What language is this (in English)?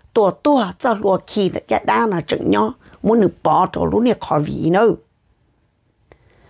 Vietnamese